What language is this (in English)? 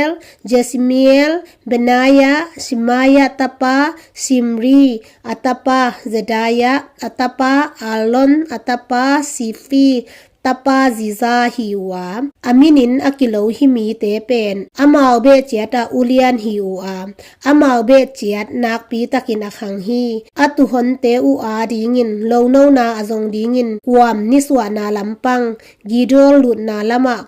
Tedim Chin